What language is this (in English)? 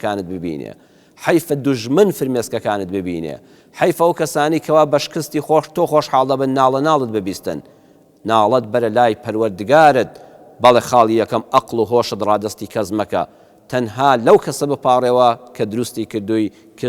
Central Kurdish